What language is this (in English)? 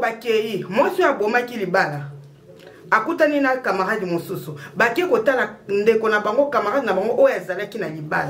Lingala